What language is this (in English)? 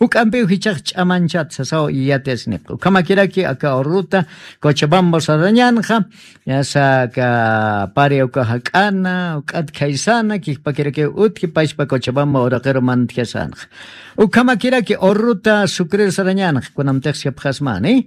Aymara